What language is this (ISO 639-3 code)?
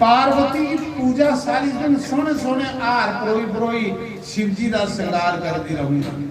doi